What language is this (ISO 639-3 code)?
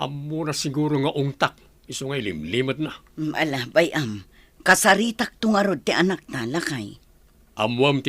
ilo